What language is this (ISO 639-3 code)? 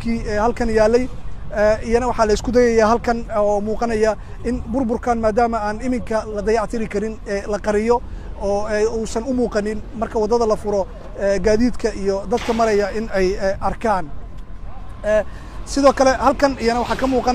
som